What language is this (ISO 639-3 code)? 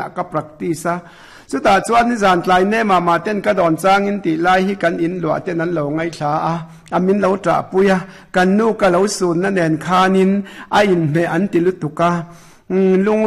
lus